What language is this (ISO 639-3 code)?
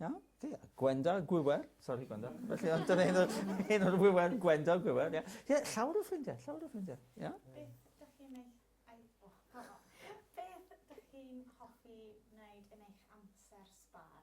cym